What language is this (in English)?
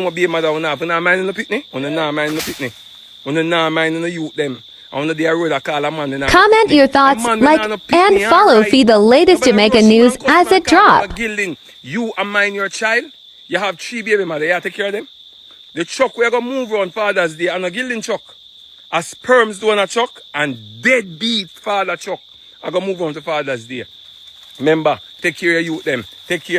Jamaican Creole English